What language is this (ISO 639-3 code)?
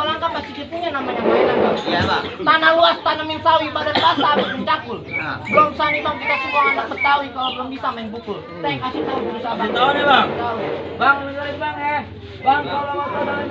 bew